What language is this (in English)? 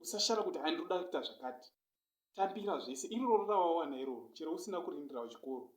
Shona